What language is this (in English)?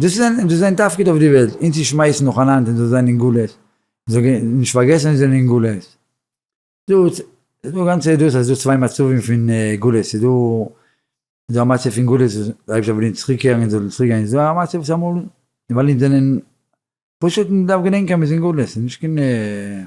Yiddish